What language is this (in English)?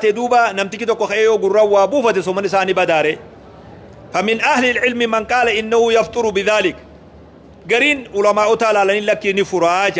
Oromo